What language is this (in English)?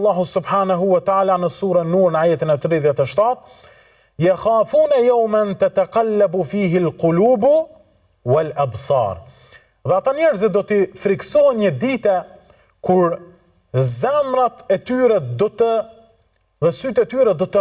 Albanian